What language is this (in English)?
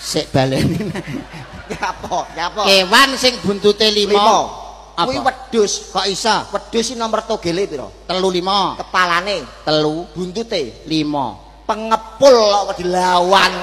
Javanese